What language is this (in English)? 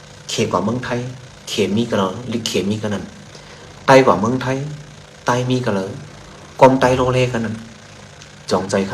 Shan